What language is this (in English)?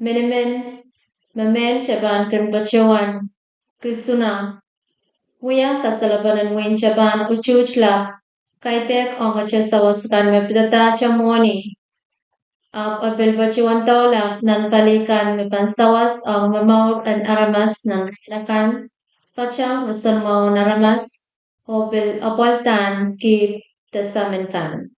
Pohnpeian